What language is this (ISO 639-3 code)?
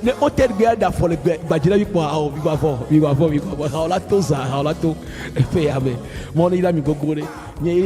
ewe